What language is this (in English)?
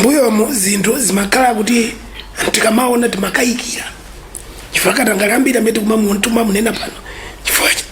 Nyanja